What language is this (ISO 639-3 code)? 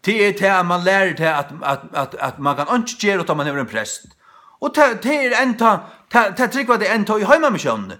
fao